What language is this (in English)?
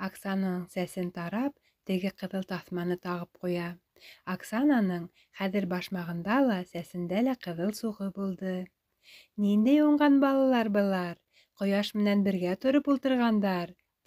Bashkir